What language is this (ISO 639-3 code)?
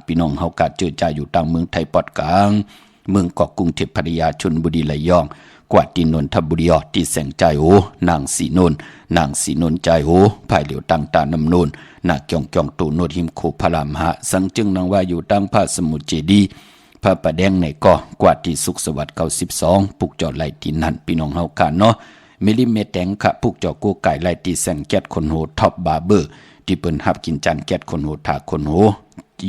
shn